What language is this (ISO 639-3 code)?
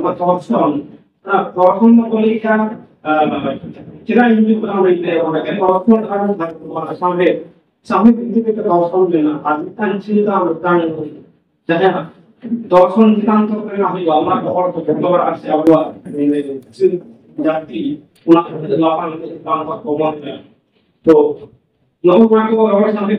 sat